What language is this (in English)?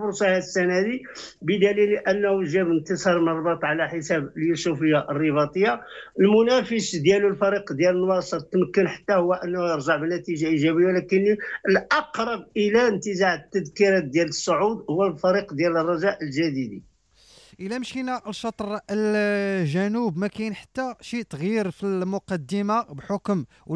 Moroccan Arabic